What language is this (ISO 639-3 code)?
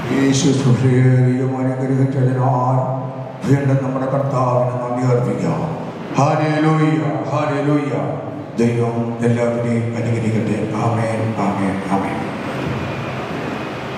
mal